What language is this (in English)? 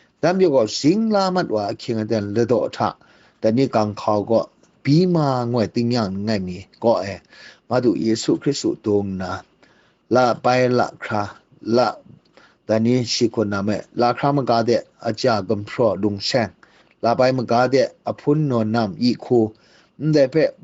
Kachin